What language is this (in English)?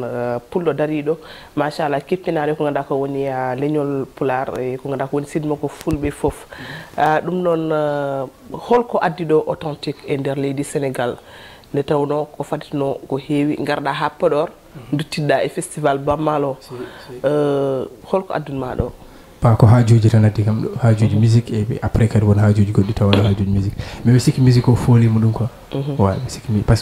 Fula